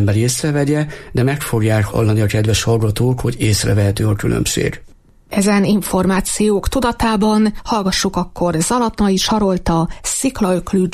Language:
Hungarian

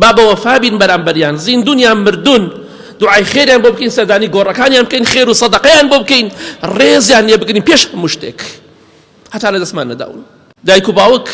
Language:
Central Kurdish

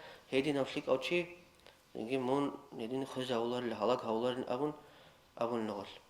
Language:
Avaric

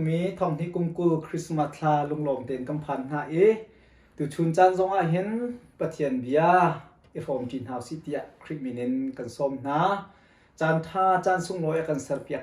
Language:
Hakha Chin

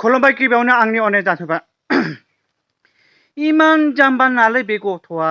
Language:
Bodo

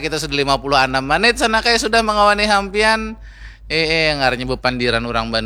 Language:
Banjar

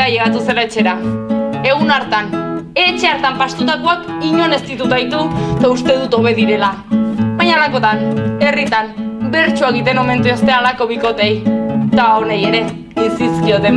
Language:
Basque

